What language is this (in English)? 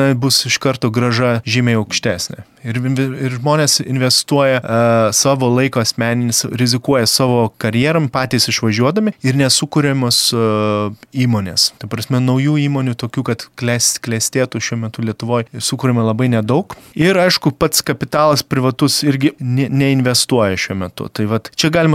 Lithuanian